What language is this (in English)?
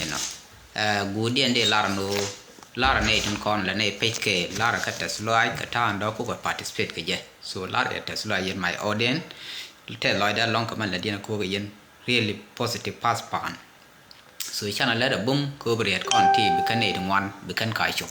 Nuer